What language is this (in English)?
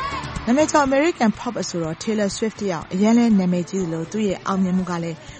Burmese